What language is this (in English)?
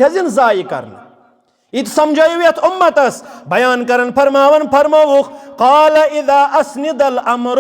Kashmiri